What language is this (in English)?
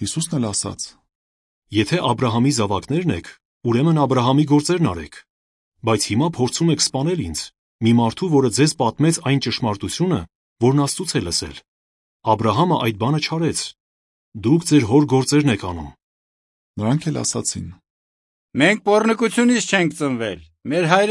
Armenian